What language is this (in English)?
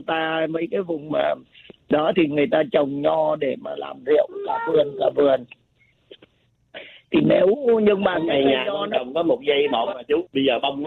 Vietnamese